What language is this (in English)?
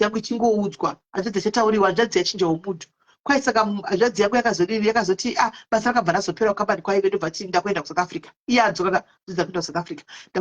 Shona